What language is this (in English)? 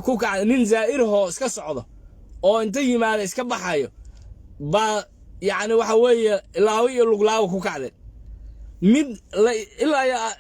Somali